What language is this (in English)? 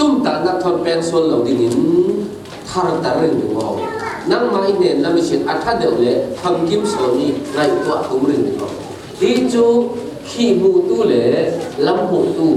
Falam Chin